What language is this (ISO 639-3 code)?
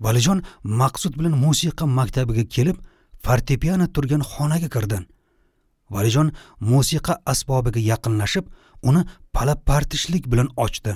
uzb